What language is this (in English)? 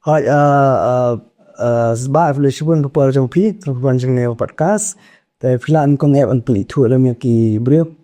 Khasi